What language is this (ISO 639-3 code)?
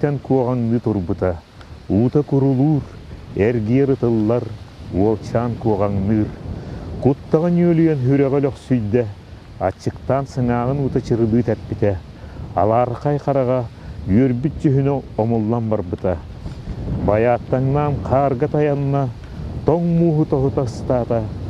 sah